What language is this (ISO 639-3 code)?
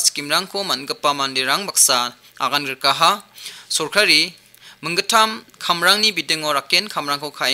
grt